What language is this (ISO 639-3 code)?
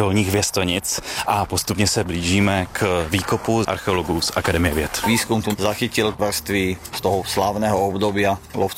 ces